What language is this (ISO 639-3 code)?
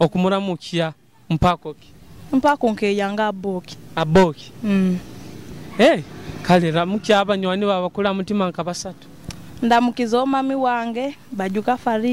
nyo